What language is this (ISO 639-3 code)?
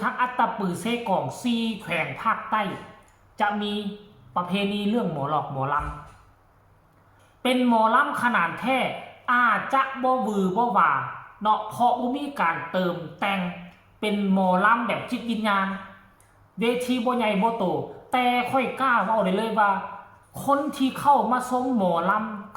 tts